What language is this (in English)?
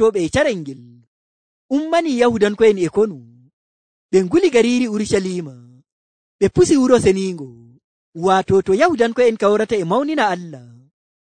Nigerian Fulfulde